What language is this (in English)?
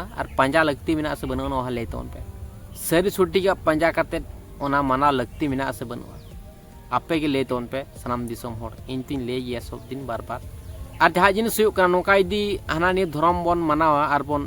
Santali